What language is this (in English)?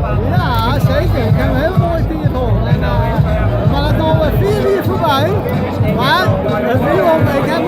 Western Frisian